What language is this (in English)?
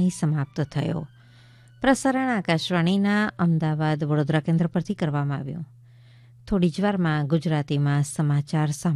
Gujarati